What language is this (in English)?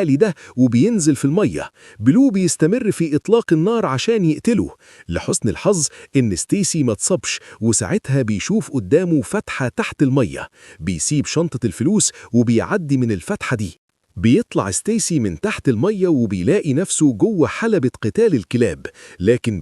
Egyptian Arabic